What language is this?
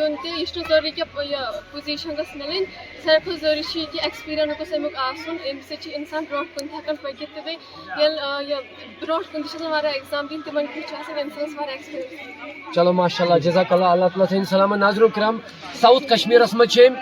Kashmiri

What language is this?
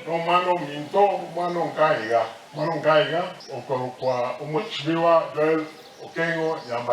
Gusii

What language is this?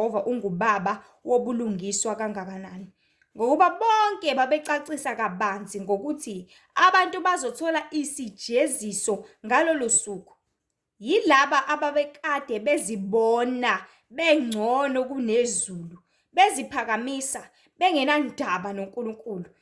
Zulu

